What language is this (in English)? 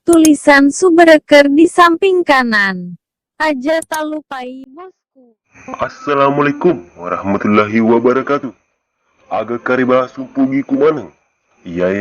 Buginese